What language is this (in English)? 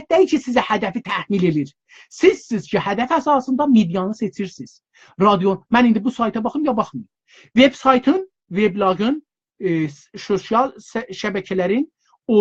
South Azerbaijani